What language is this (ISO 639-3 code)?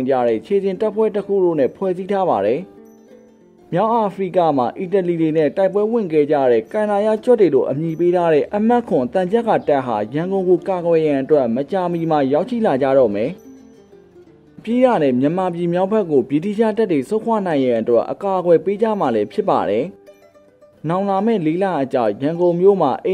mya